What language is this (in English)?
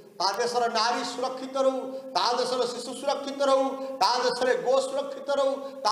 Odia